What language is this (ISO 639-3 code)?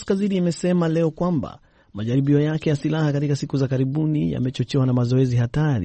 swa